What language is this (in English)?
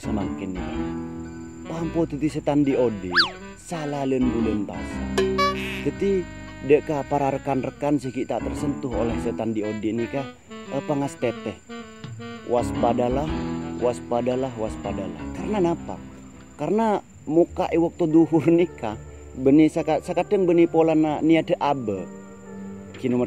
Madurese